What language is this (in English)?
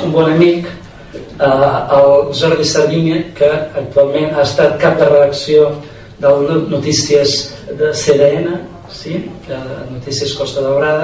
Catalan